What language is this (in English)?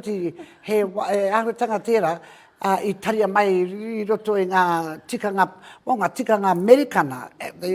Māori